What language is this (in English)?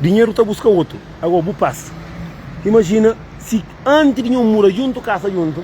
Kabuverdianu